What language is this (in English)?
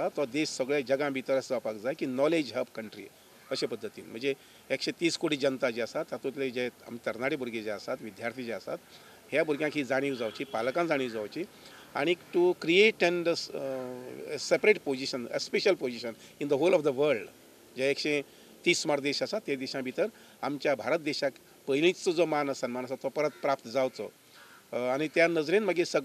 Konkani